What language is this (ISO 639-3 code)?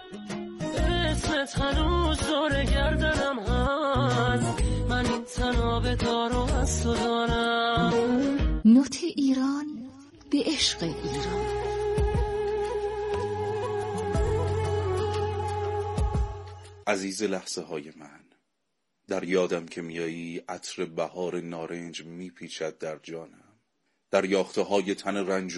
fas